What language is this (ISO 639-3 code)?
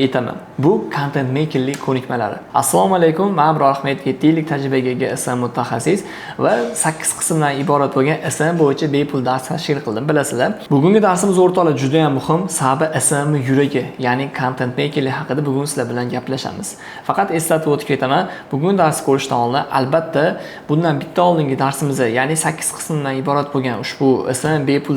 uzb